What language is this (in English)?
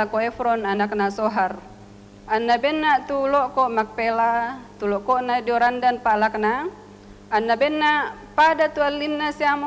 Toraja-Sa'dan